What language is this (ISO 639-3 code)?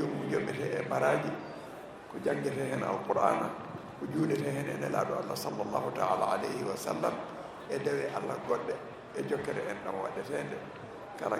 ful